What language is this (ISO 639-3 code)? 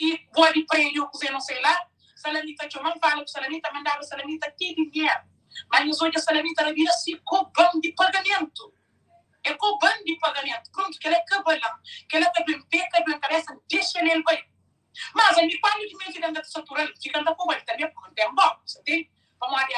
kea